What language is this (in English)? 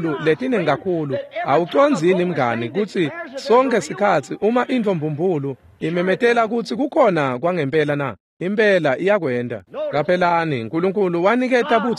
Swati